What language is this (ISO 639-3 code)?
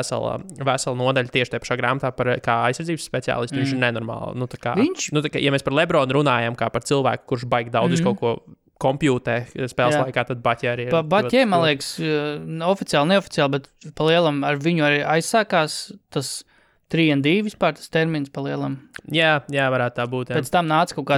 lav